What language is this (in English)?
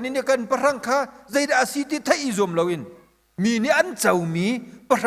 Hakha Chin